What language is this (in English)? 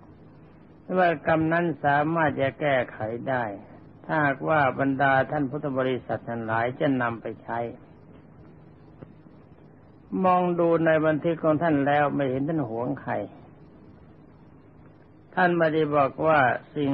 Thai